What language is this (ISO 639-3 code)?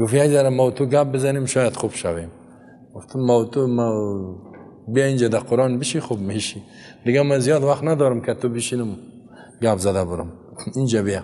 fas